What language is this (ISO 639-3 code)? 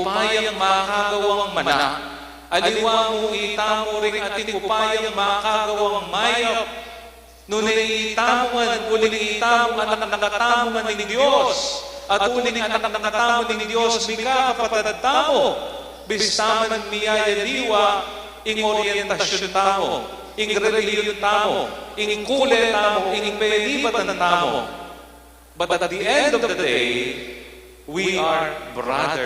pam